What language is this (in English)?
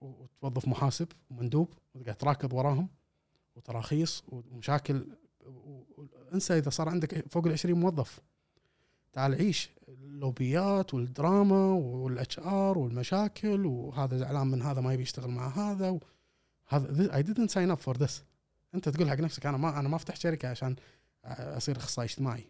Gulf Arabic